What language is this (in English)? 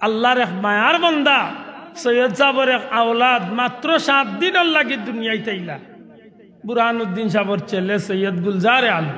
Sylheti